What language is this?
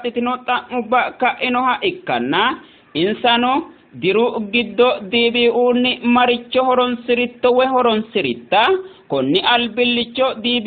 Sidamo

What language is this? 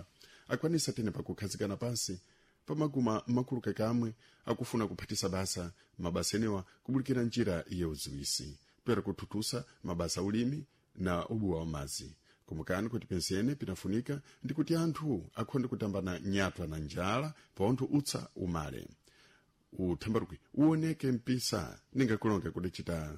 Sena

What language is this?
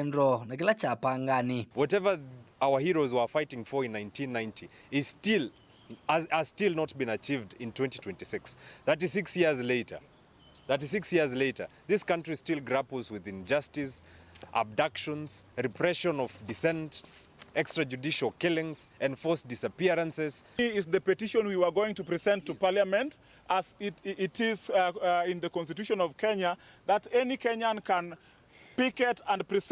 Kamba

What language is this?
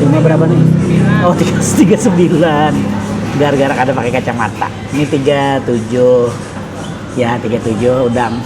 Banjar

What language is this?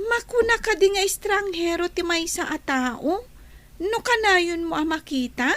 Iloko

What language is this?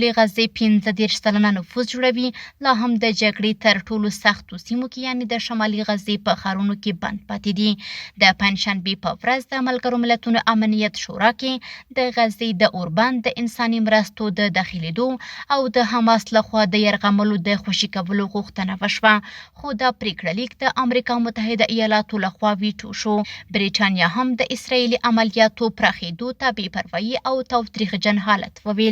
Pashto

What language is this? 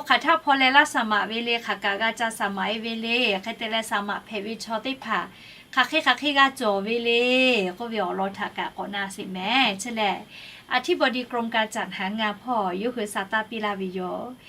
Lahu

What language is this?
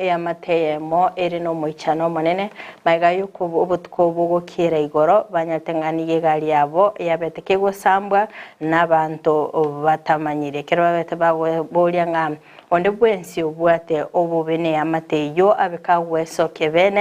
Gusii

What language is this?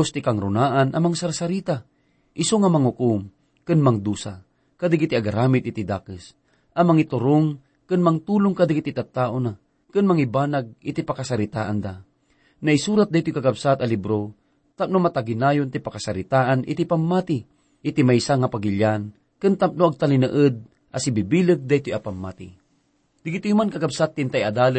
Iloko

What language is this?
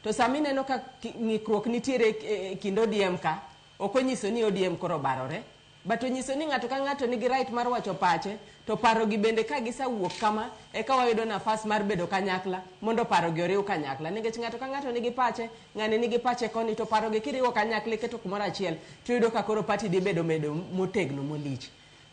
Luo (Kenya and Tanzania)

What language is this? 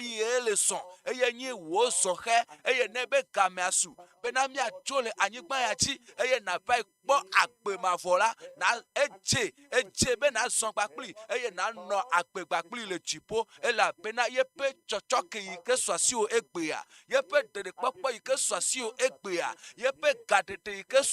Ewe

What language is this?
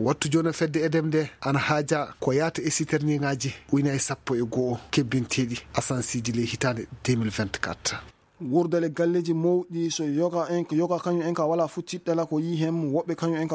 Fula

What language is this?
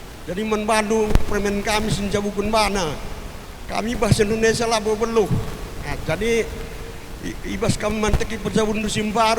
Batak Karo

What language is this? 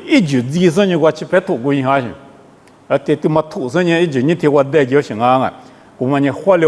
Lisu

